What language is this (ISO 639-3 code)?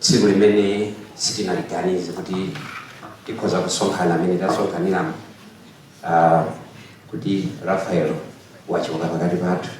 nya